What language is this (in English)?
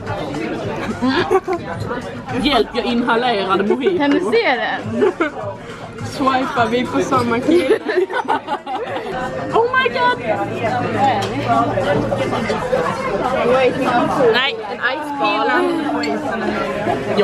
Swedish